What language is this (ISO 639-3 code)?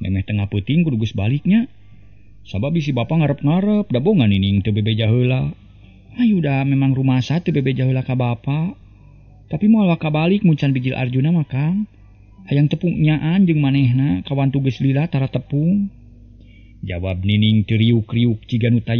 sun